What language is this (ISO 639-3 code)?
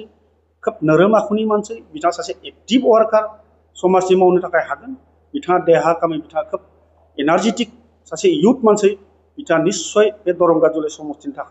brx